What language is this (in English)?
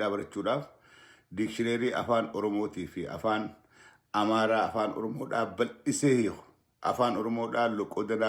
Oromo